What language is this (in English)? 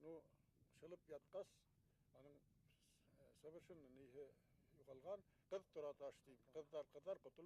Bashkir